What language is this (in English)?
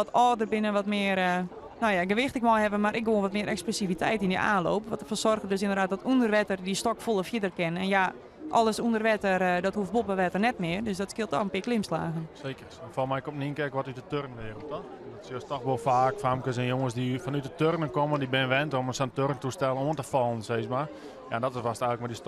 Western Frisian